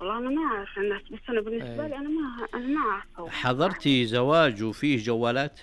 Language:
Najdi Arabic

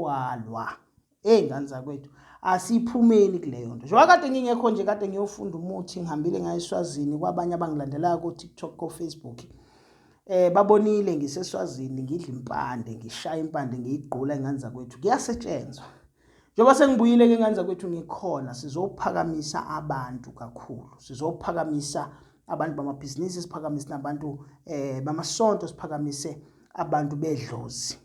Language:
Zulu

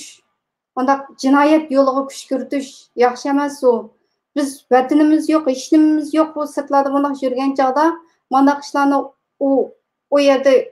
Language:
Uyghur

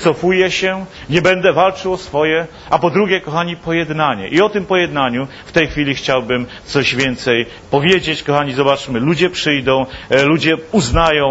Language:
Polish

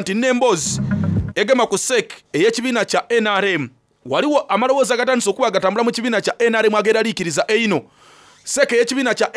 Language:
Soga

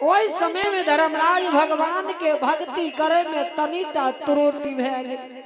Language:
Angika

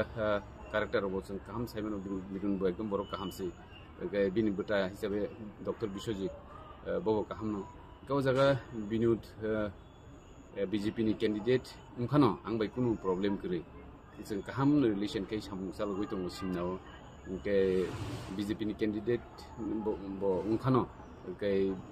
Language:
Kok Borok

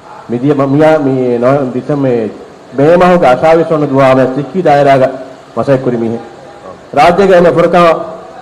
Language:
Divehi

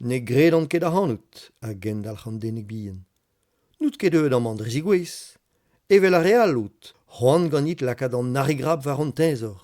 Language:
Breton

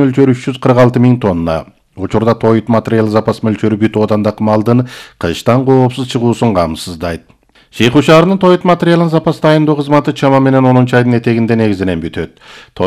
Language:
Kyrgyz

